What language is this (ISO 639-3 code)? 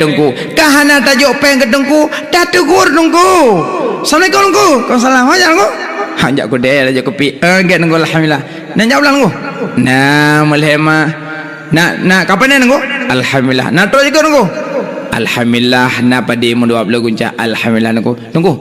ace